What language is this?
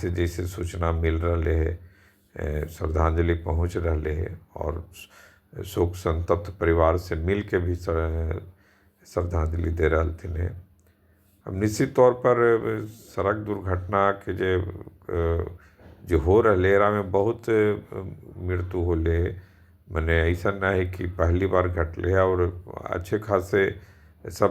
Magahi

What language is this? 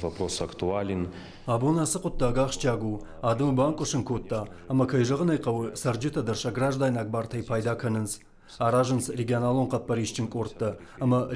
Ossetic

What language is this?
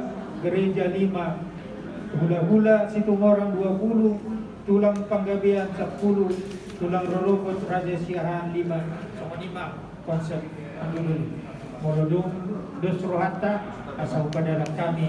Batak Toba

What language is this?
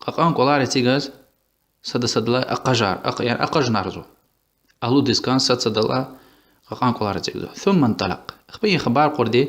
Lezghian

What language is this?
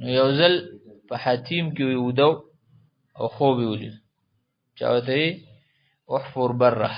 Pashto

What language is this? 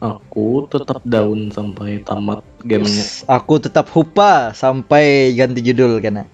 Banjar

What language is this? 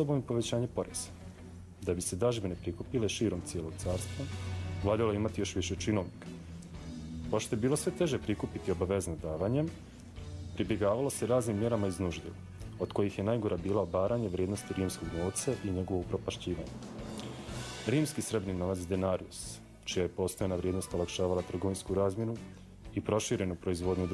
Bosnian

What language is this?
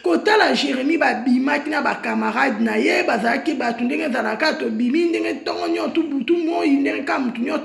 Lingala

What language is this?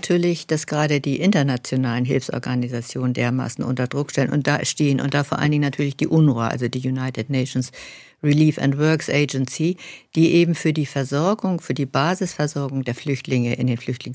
German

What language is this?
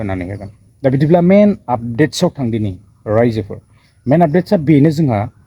Bodo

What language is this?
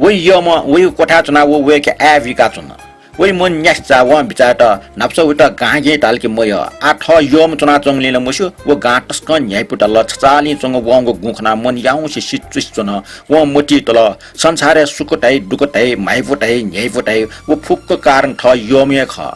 Newari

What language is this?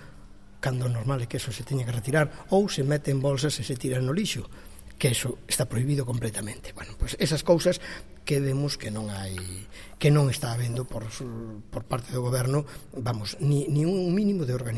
Galician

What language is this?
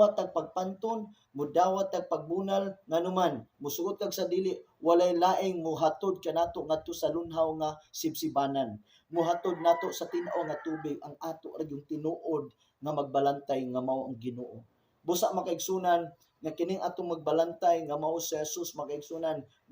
Cebuano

